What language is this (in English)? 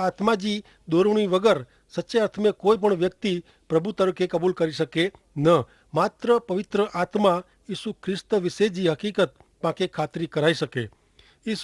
Kachhi